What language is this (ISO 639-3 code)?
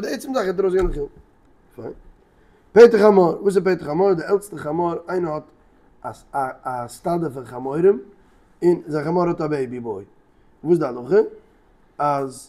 yid